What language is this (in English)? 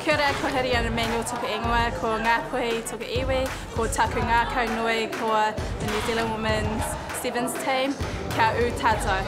Māori